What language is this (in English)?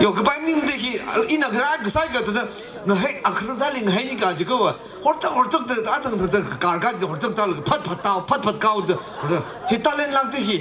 Tangkhul Naga (India)